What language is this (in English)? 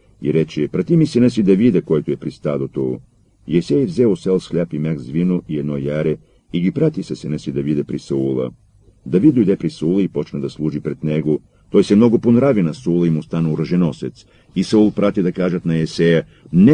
Bulgarian